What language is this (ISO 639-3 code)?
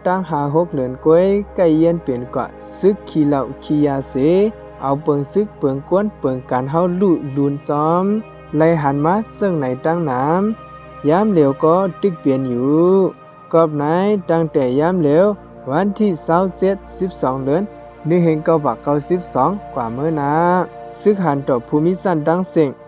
shn